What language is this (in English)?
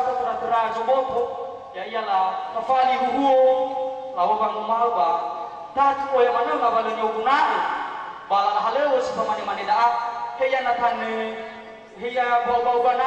Nias